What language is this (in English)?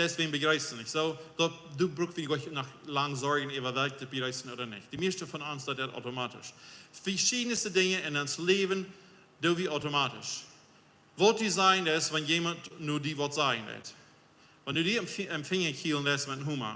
Plautdietsch